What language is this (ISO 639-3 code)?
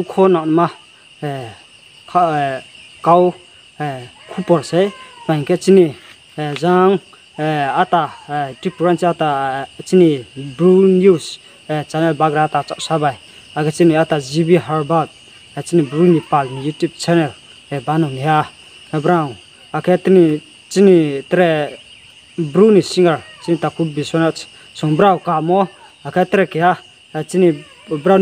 ria